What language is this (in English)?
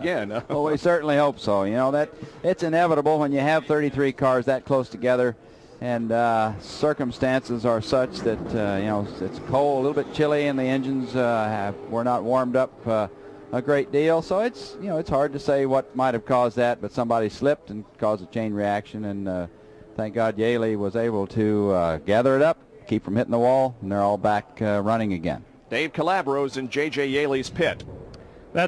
English